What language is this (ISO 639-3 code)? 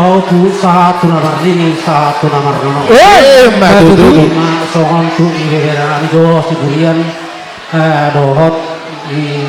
bbc